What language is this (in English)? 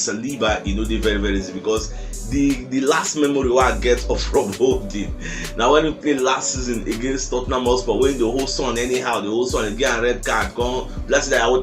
Nigerian Pidgin